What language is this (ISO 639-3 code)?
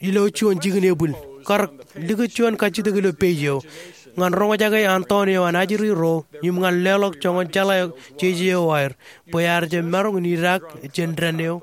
mah